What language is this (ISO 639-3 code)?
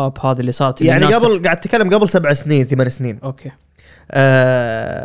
afb